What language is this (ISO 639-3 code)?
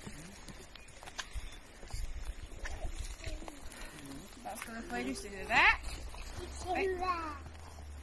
nor